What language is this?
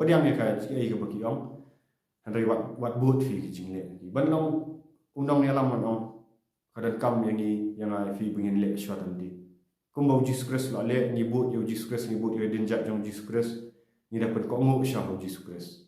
Khasi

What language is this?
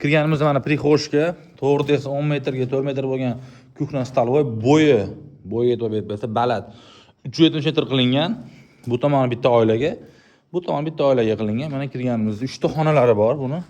Uzbek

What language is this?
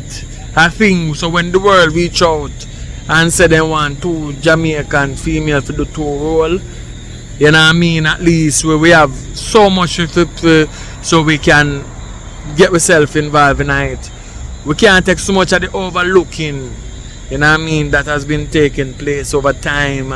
Jamaican Creole English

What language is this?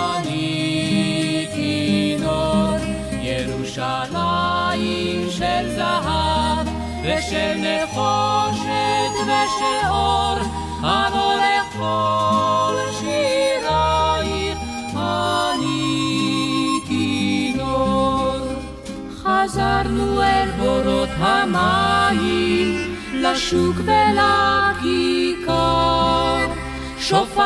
Hebrew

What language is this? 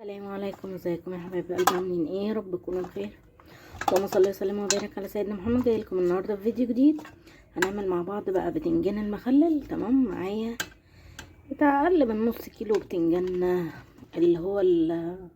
Egyptian Arabic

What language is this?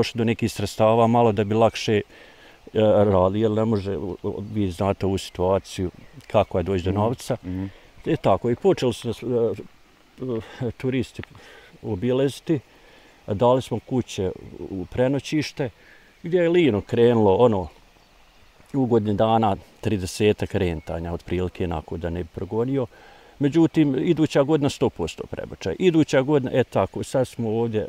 Bosnian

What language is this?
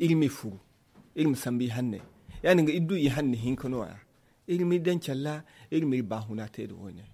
Zarma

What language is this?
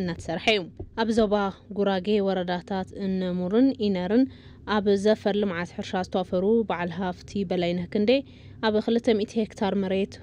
Tigrinya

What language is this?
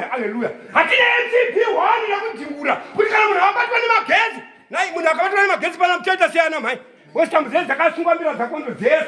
Shona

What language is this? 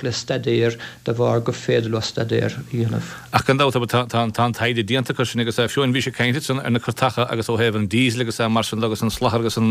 Irish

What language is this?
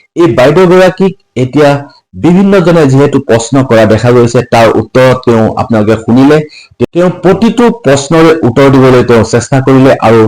Assamese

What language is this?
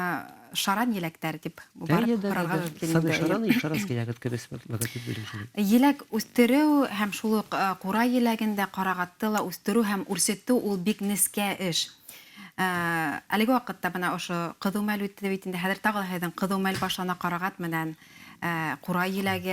Bashkir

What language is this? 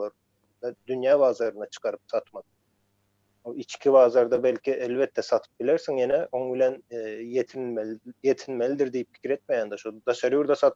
Turkmen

